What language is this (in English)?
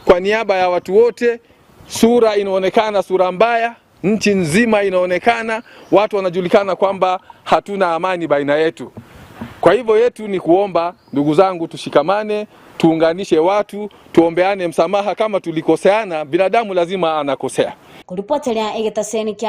Gusii